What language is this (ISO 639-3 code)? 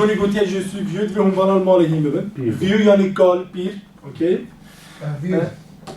kur